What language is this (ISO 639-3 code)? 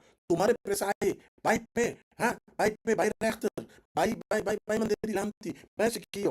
pap